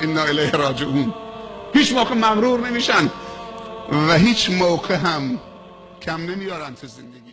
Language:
Persian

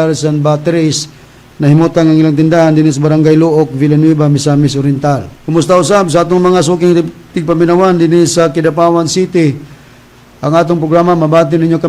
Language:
Cebuano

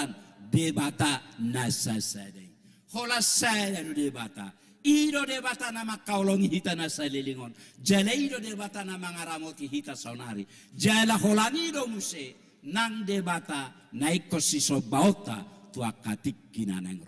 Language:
Batak Toba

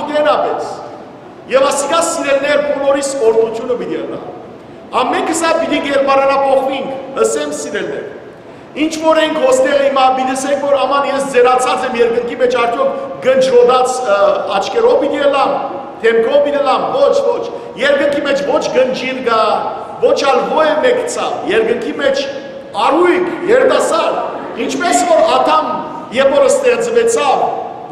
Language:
Western Armenian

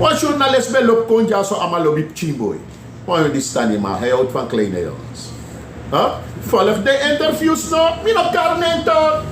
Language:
Sranan Tongo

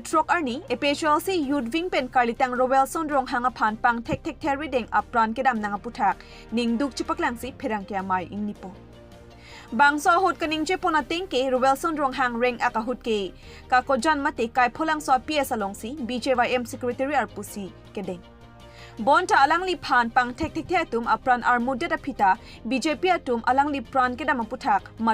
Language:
Karbi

